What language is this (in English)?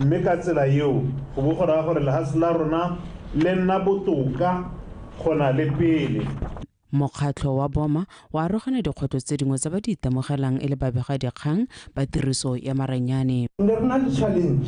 Tswana